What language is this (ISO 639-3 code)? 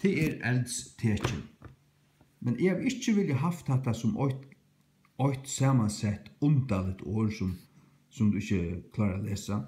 fao